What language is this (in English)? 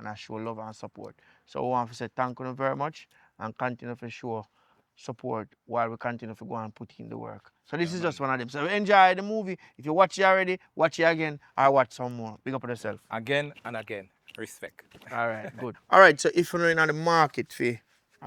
Jamaican Creole English